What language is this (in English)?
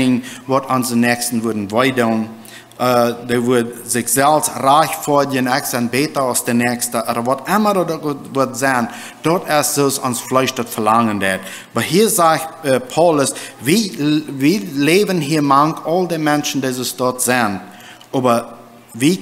Plautdietsch